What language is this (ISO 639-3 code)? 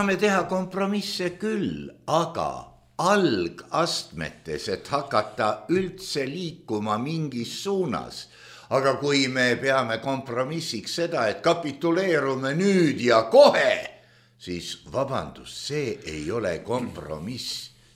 est